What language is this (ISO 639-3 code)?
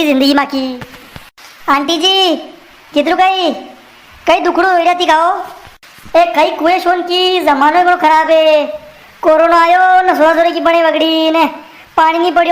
raj